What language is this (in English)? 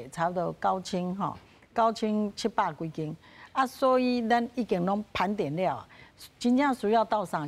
Min Nan Chinese